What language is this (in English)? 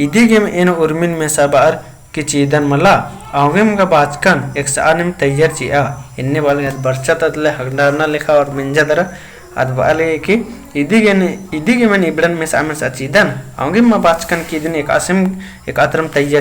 Kurukh